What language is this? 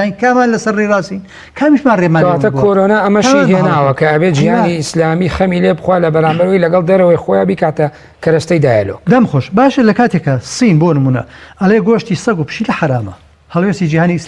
Central Kurdish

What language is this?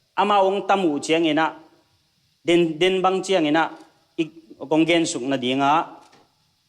Tedim Chin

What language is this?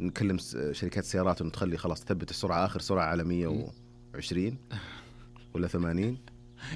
Najdi Arabic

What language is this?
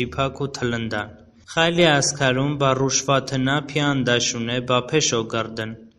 Talysh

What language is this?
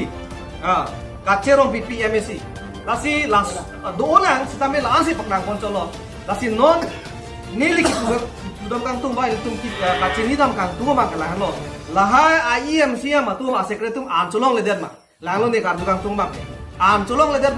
Karbi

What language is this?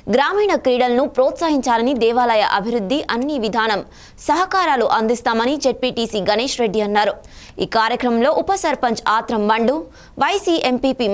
Telugu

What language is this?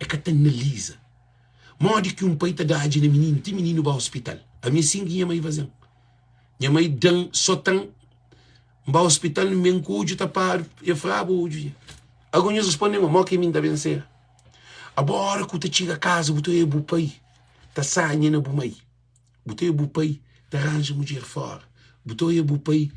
Kabuverdianu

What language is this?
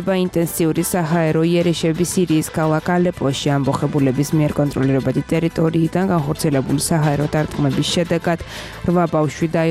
Georgian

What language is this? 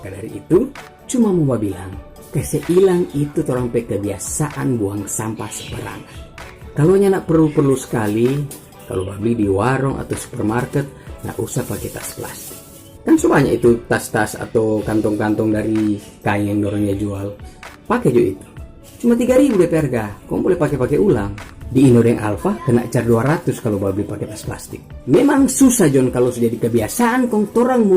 Manado Malay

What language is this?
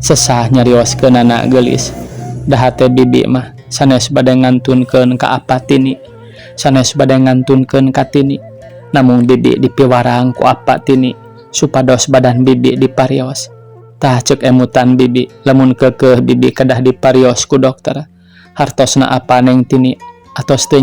Sundanese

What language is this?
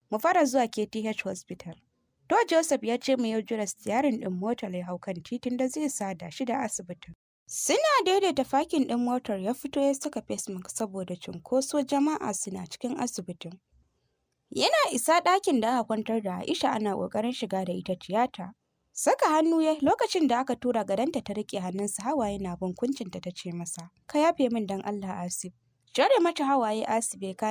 Hausa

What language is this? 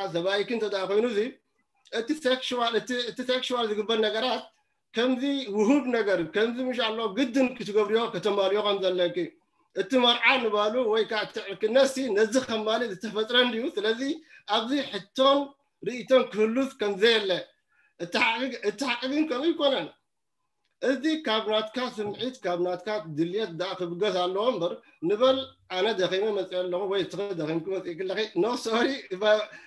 Tigrinya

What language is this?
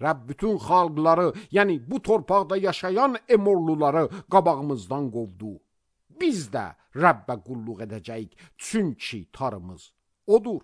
Azerbaijani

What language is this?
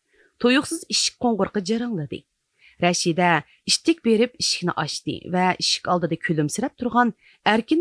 Uyghur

